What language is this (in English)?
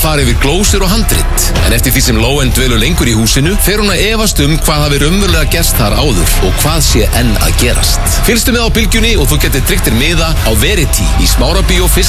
Icelandic